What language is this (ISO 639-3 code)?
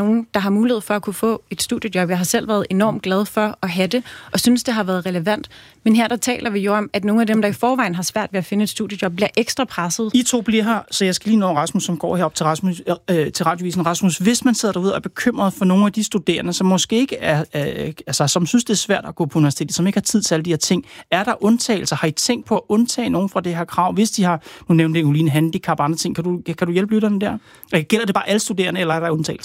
dan